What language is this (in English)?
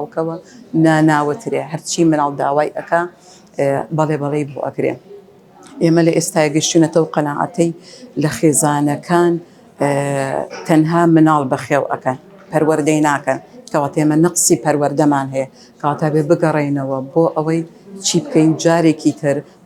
Central Kurdish